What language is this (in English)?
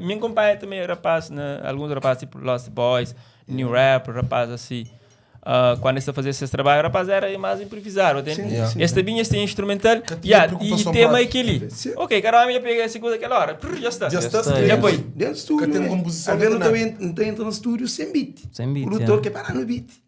Kabuverdianu